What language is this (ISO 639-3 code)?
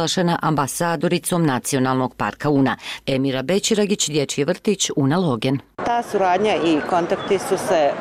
hrv